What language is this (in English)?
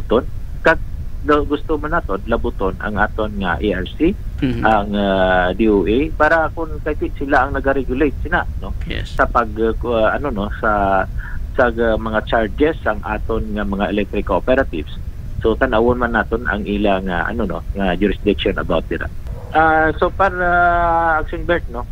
Hiligaynon